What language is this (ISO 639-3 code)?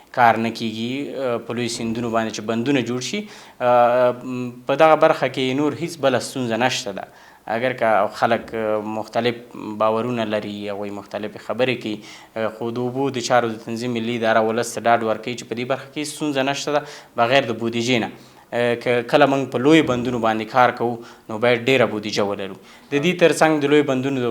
pus